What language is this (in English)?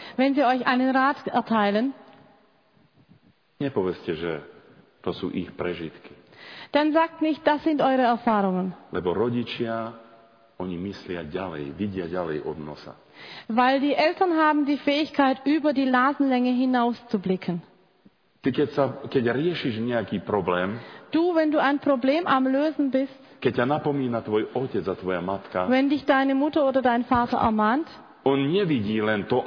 Slovak